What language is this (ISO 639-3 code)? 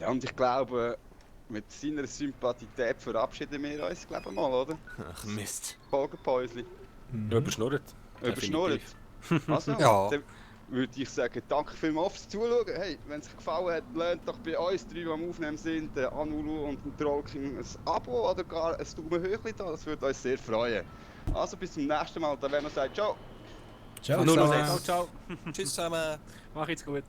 gsw